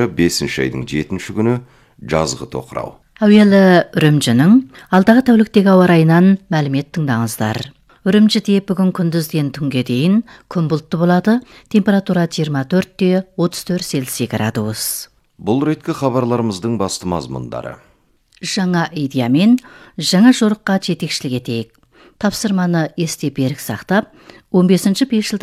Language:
Kazakh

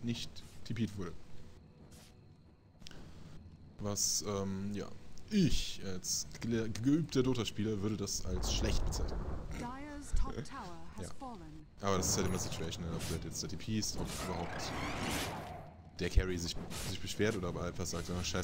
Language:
German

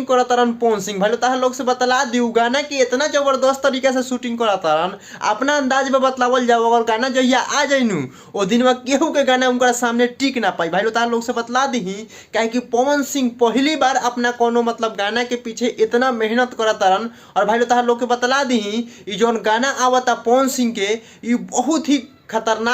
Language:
Bhojpuri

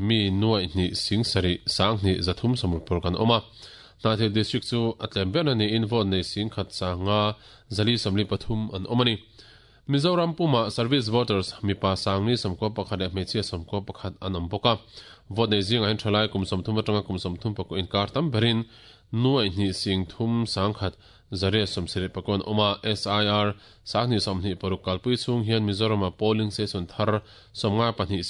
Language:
Mizo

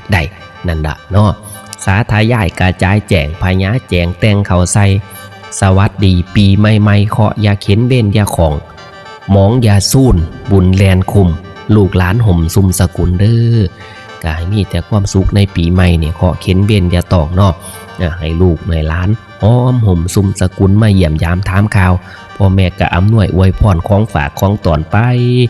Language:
Northeastern Thai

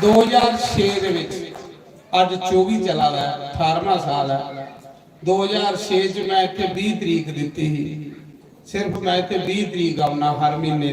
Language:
Dogri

